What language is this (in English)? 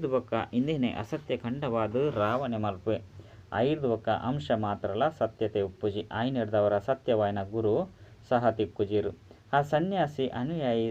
Tulu